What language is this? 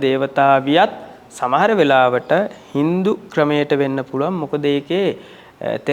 Sinhala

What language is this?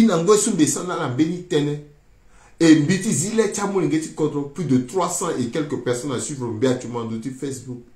Sango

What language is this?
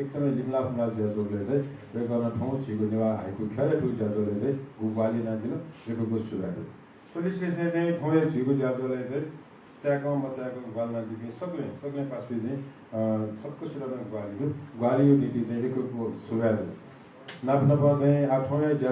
Newari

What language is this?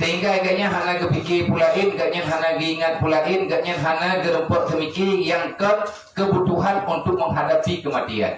Achinese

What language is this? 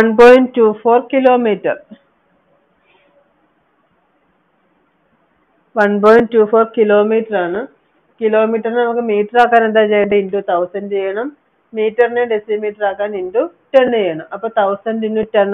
Malayalam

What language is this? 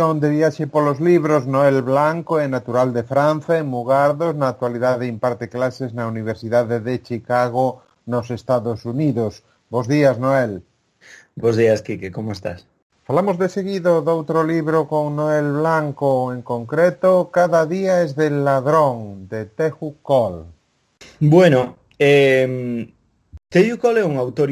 Galician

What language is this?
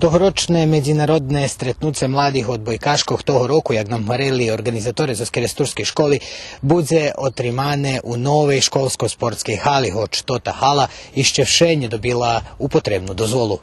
Rusyn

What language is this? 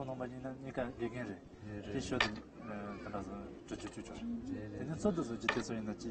Tibetan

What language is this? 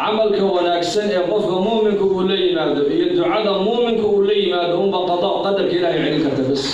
Somali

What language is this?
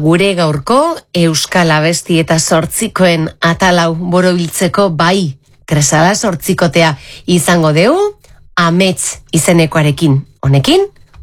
Basque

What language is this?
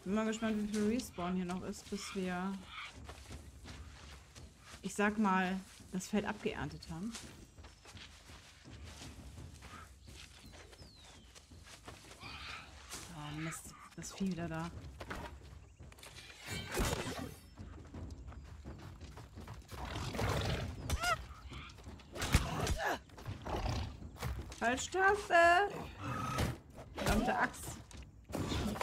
German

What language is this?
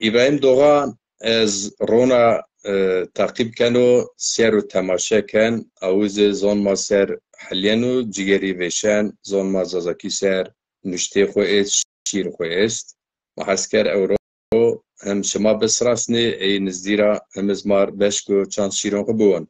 Zaza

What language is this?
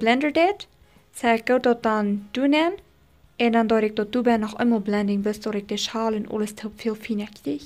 Plautdietsch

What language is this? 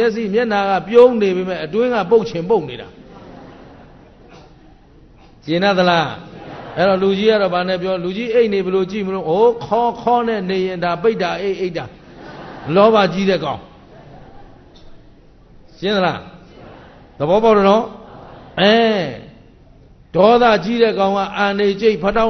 Burmese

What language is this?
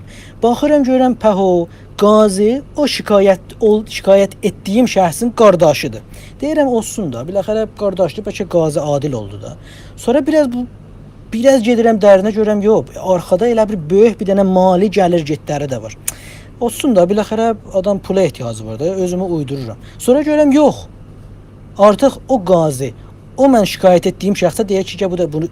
South Azerbaijani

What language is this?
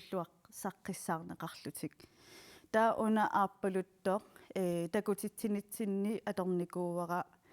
Kalaallisut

